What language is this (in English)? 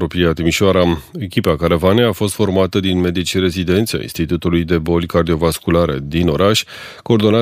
Romanian